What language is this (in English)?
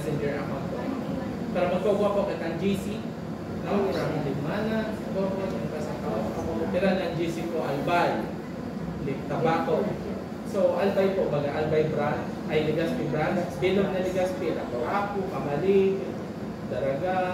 Bikol